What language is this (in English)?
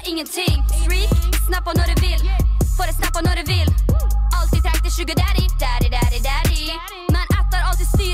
Norwegian